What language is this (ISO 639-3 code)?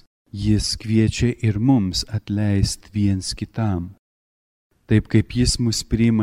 lit